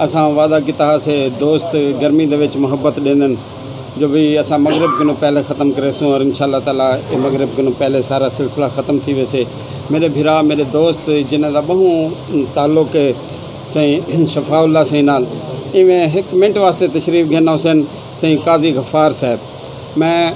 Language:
Saraiki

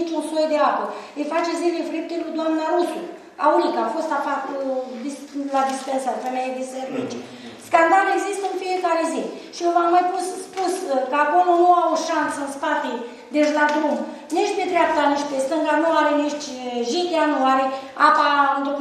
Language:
Romanian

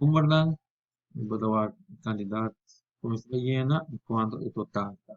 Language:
Papiamento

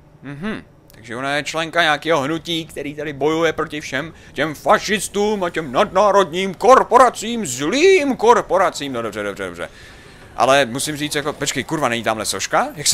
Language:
Czech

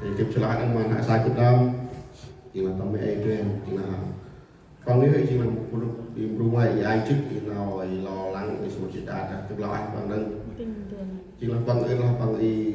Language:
Central Mnong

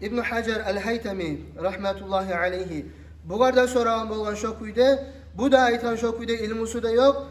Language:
Kumyk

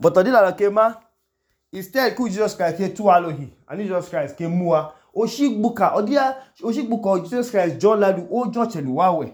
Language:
Idoma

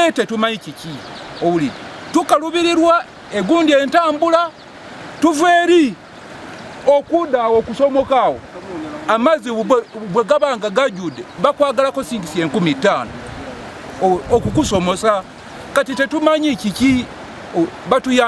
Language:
Ganda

